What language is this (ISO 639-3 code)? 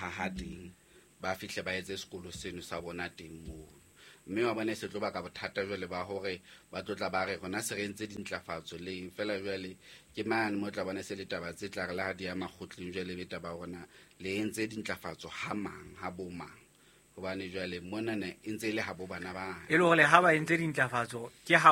sot